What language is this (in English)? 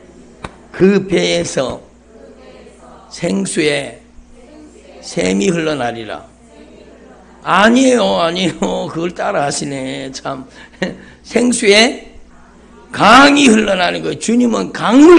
Korean